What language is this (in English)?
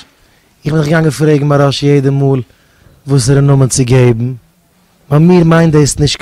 Yiddish